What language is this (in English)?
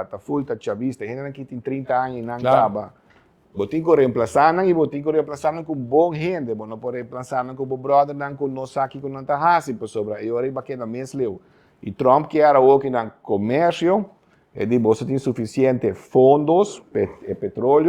Papiamento